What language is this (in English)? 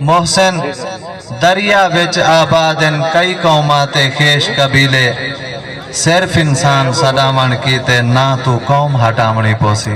Saraiki